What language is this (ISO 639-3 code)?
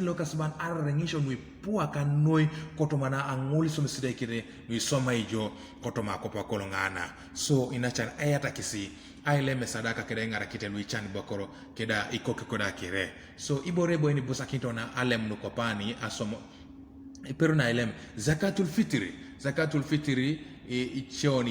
teo